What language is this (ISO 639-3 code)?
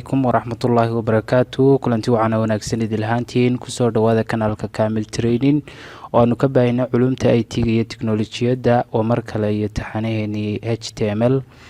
som